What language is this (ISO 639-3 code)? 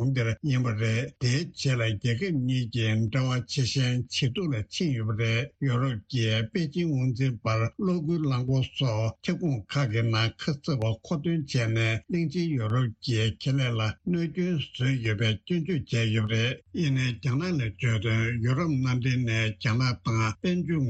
bod